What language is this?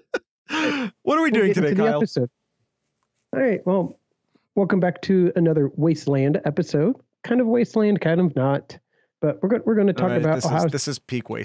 English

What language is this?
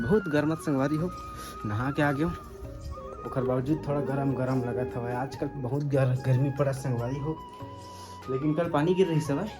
Chhattisgarhi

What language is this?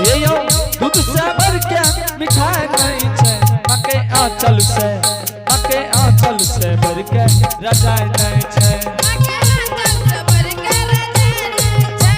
Angika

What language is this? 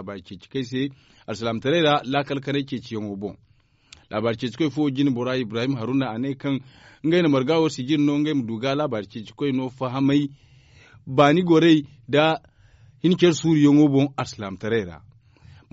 Zarma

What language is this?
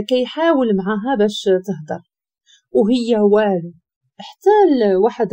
Moroccan Arabic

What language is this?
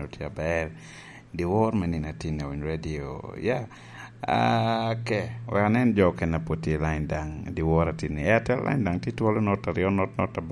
Lango (Uganda)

